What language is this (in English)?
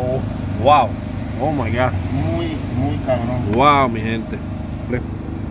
Spanish